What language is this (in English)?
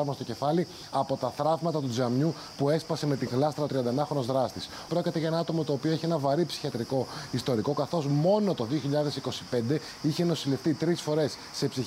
Greek